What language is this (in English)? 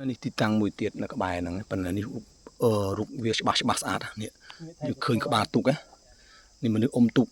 Khmer